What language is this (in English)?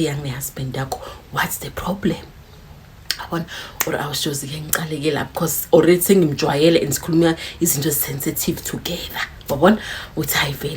Zulu